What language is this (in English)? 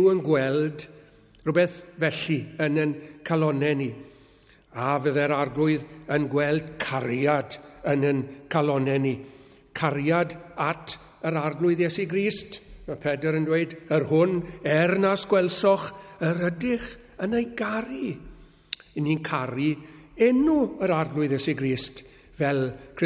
Welsh